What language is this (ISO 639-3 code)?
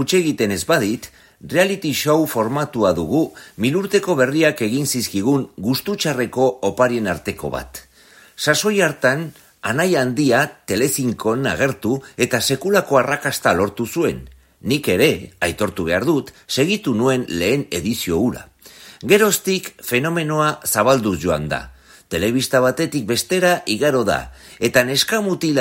eus